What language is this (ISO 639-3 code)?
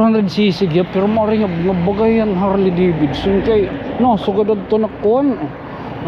war